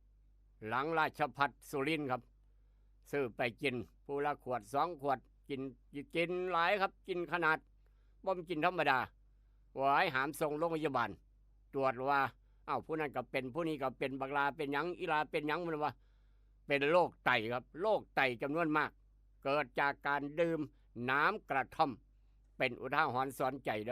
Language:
Northeastern Thai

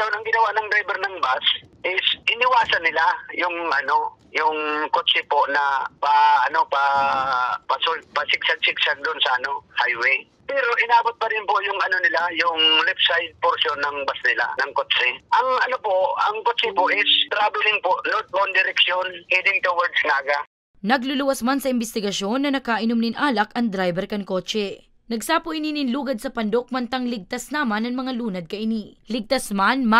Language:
Bikol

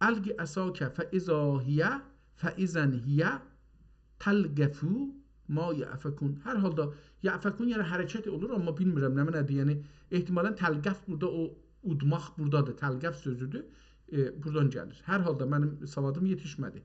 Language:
South Azerbaijani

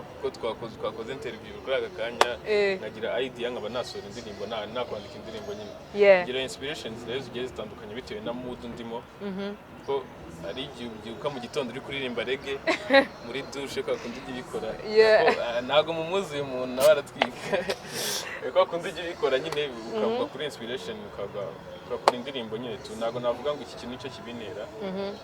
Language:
Kinyarwanda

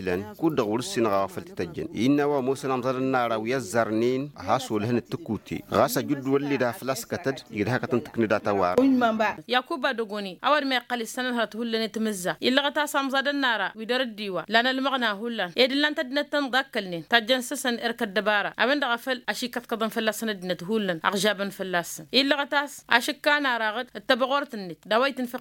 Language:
Tamasheq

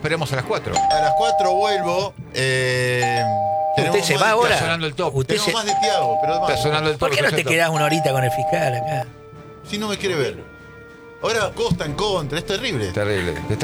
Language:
Spanish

